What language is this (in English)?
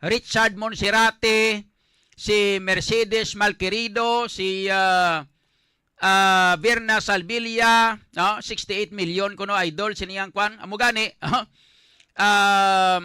Hiligaynon